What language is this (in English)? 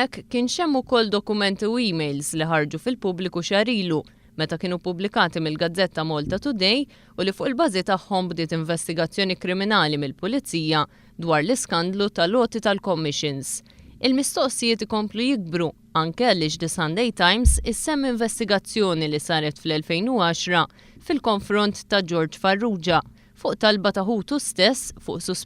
Maltese